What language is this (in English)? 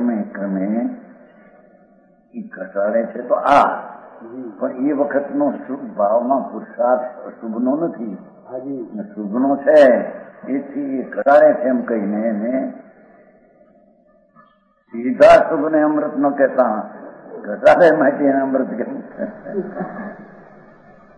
Gujarati